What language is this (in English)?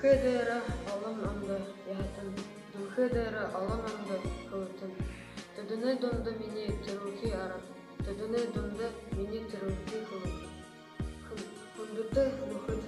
Buriat